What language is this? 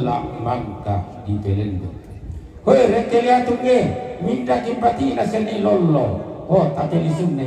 Toraja-Sa'dan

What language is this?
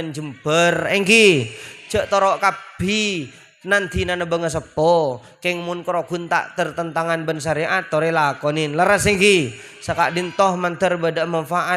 Madurese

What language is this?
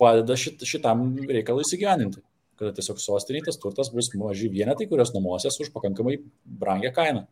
Lithuanian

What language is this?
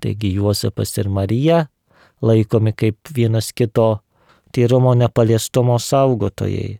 Lithuanian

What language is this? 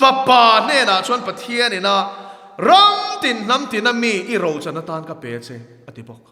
Mizo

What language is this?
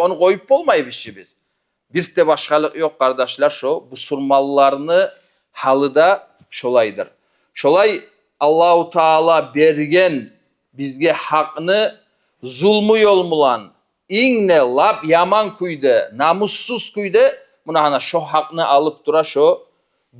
Kumyk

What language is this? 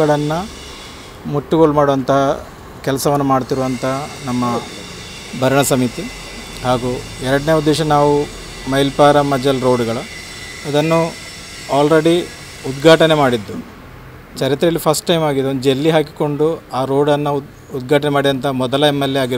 Kannada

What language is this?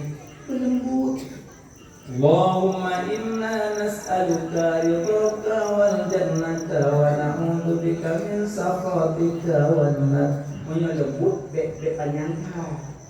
Achinese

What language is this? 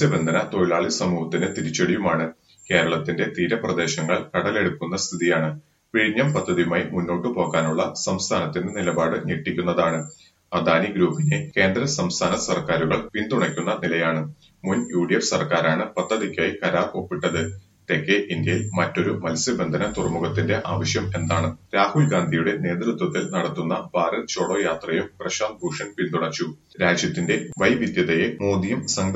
Malayalam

